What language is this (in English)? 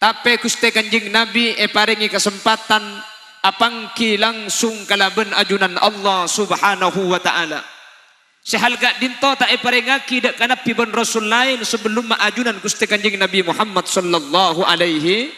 Madurese